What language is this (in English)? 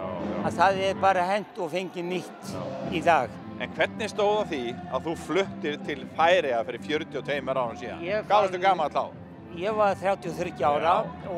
Icelandic